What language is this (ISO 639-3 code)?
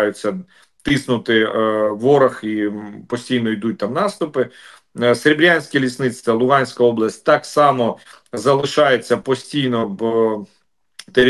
ukr